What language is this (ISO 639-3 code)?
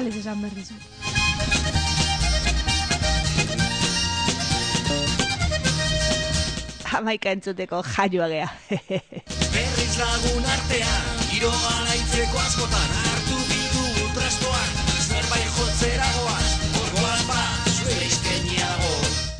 eus